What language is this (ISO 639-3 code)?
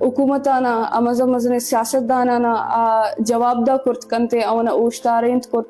bgp